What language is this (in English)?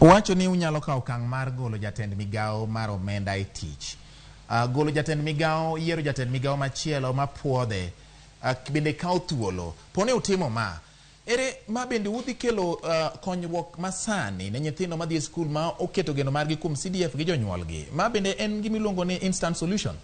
Luo (Kenya and Tanzania)